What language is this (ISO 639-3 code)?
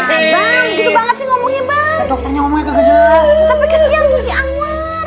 bew